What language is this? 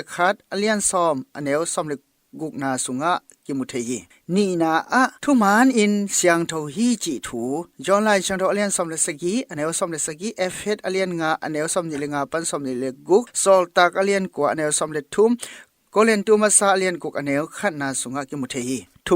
Tedim Chin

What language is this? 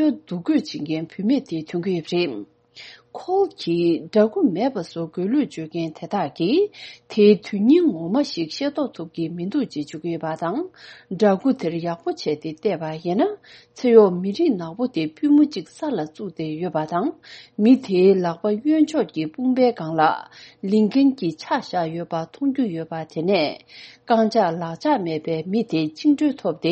Tibetan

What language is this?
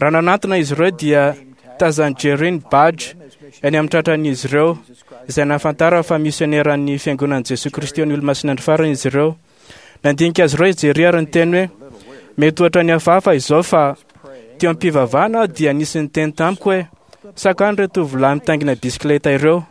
Malagasy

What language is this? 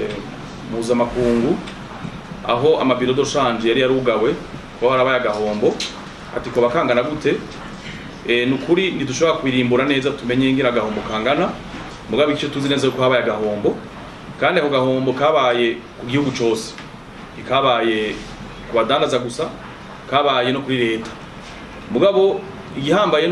Rundi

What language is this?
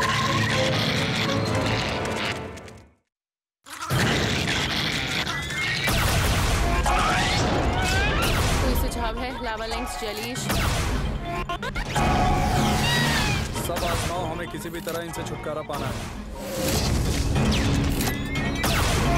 Hindi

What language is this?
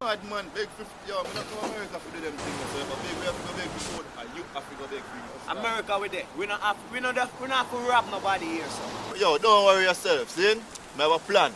Jamaican Creole English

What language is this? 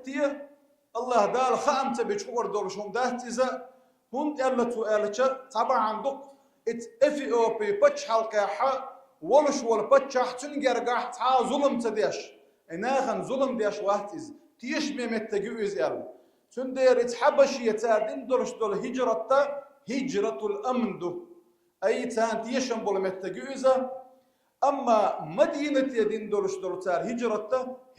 Chechen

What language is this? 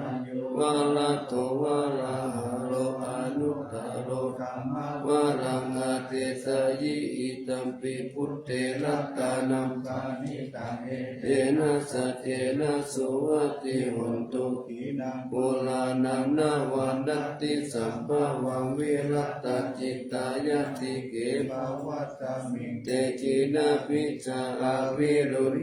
Pali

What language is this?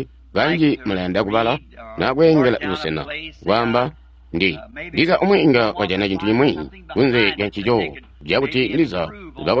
Tonga (Zambia)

